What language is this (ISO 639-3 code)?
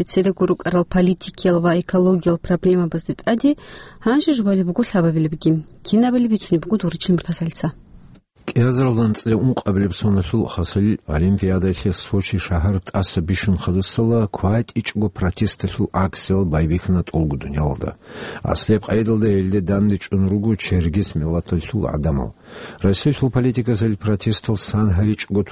ava